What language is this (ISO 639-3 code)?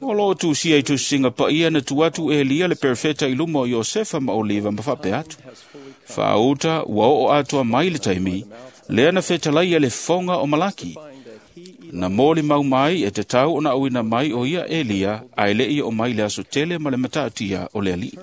smo